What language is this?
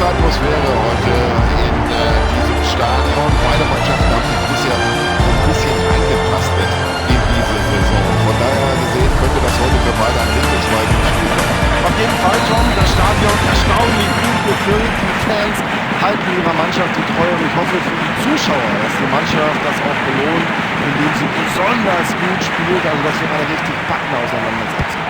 Bavarian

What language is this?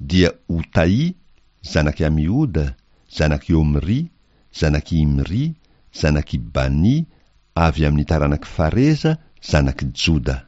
Malagasy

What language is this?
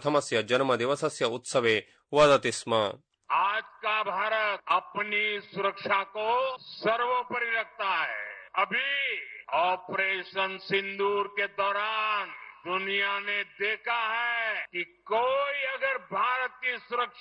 Sanskrit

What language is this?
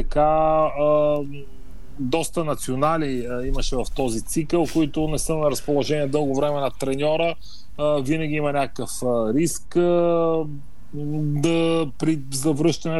Bulgarian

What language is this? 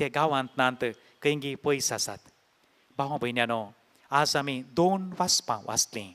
Konkani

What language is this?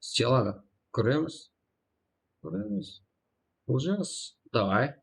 Kara-Kalpak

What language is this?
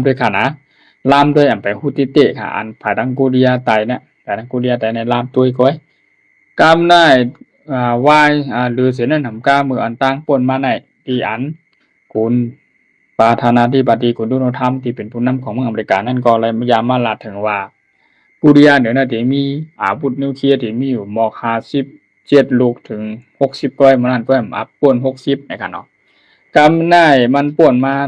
Shan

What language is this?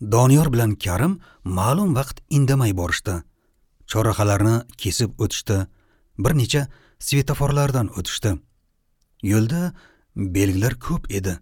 Uzbek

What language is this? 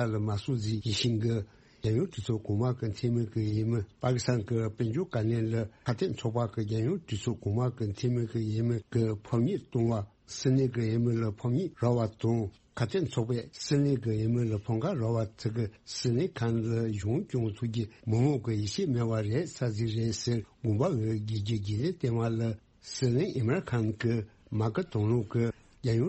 Tibetan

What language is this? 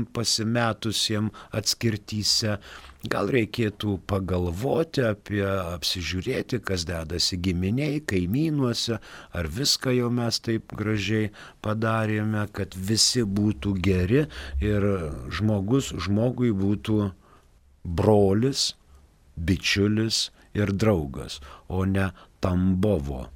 Lithuanian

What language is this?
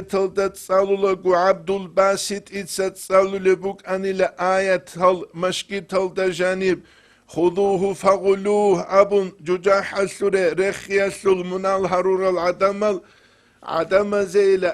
Avaric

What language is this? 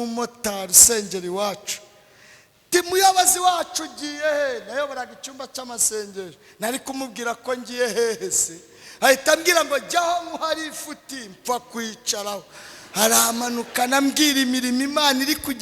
Kinyarwanda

